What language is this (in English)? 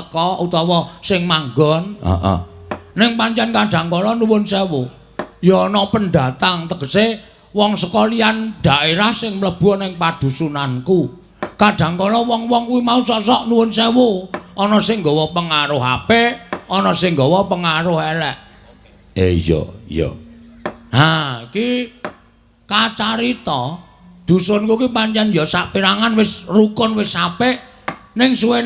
Javanese